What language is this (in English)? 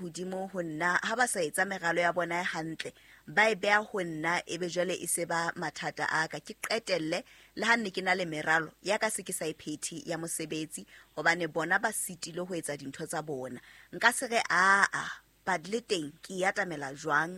Southern Sotho